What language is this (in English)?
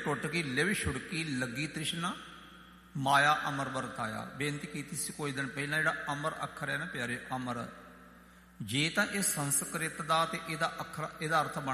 Punjabi